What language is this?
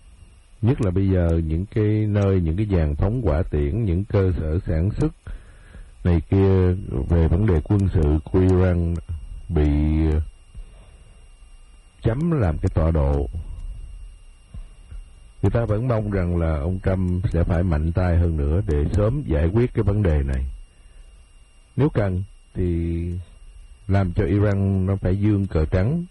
Vietnamese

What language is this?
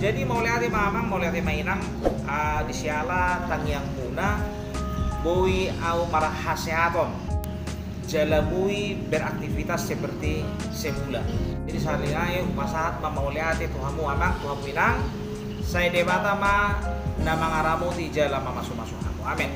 Batak Toba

